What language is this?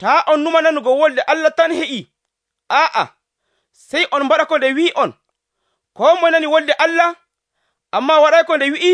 Nigerian Fulfulde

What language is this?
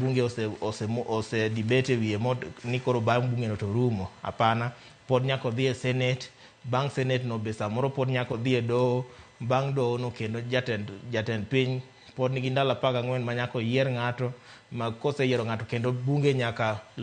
Luo (Kenya and Tanzania)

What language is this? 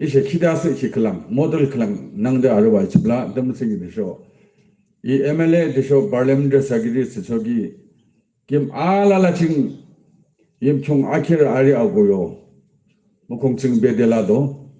Yimchungru Naga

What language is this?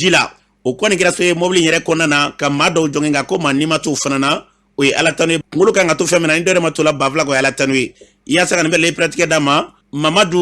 Bambara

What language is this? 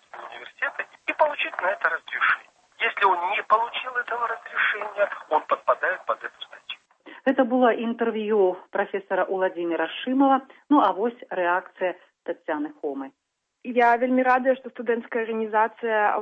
Belarusian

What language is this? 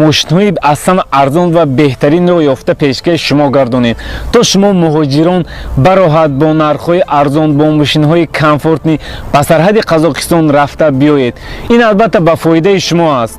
Tajik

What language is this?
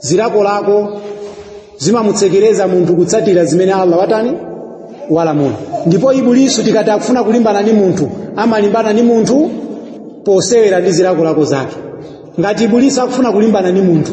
Nyanja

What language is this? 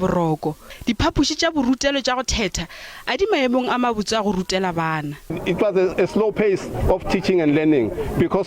Northern Sotho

